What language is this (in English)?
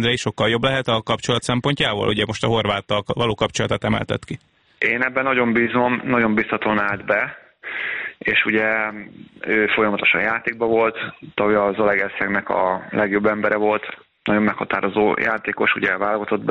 Hungarian